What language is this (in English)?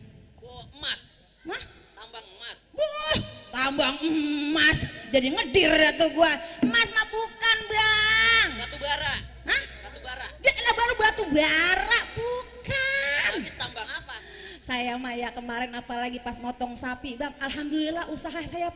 Betawi